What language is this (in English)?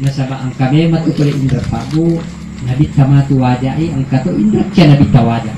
Buginese